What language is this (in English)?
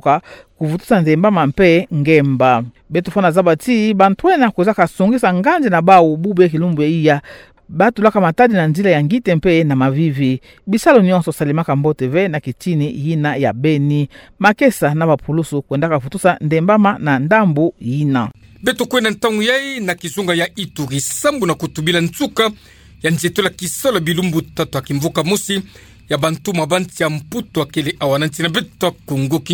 Kituba (Democratic Republic of Congo)